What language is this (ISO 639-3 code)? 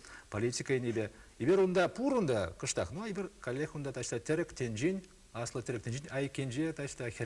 chv